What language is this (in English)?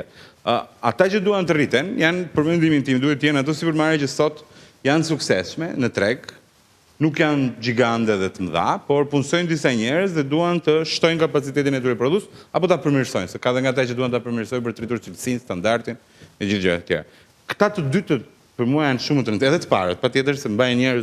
Albanian